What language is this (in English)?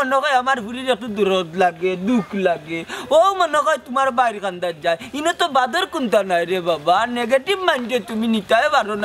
Sylheti